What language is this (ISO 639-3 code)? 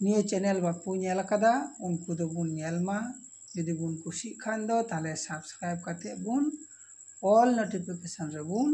sat